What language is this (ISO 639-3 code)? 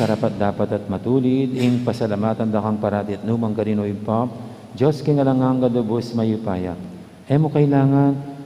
pam